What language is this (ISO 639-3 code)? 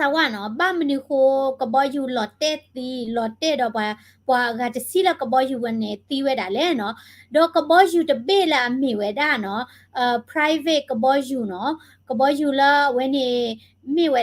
ksw